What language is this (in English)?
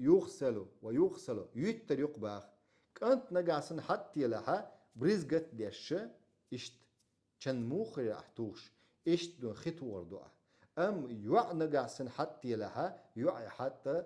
Chechen